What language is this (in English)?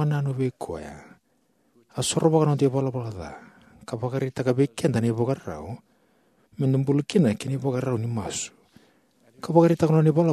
Fijian